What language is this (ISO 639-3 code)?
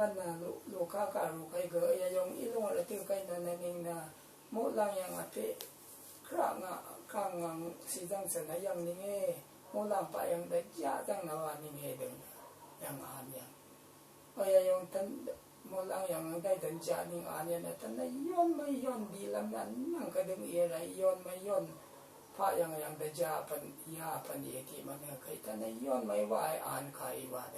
raw